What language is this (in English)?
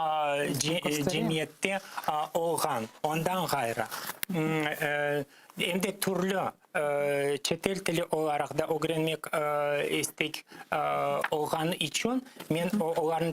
Crimean Tatar